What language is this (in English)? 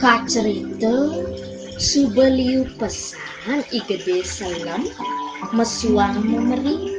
Balinese